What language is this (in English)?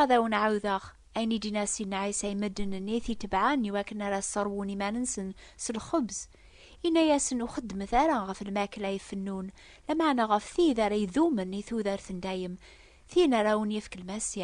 Kabyle